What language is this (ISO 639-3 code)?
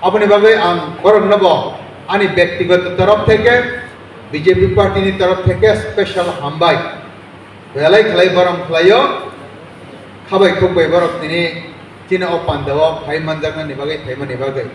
trp